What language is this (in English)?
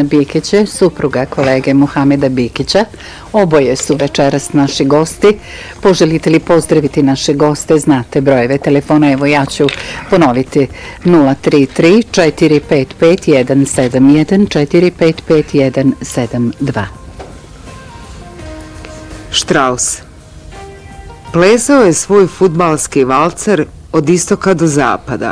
Bosnian